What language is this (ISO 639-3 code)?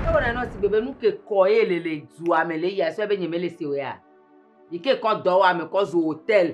ewe